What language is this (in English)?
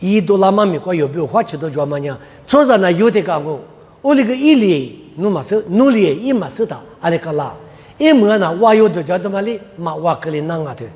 Lisu